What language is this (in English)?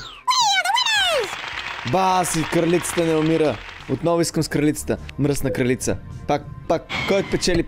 Bulgarian